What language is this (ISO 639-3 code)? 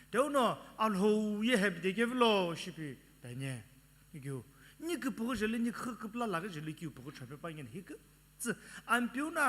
nsm